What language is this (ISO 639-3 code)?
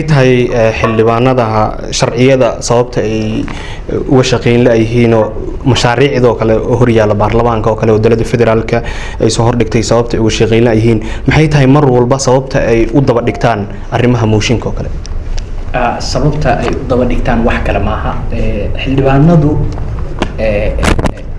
som